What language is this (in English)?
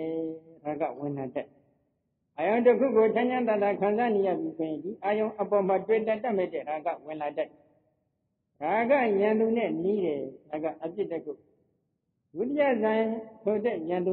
Burmese